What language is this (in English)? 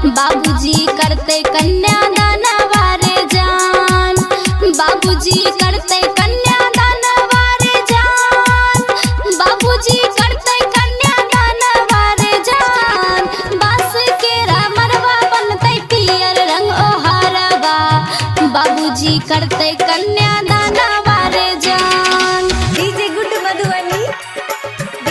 Maithili